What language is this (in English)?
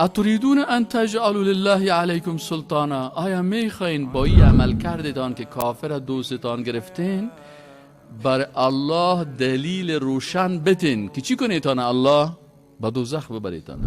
Persian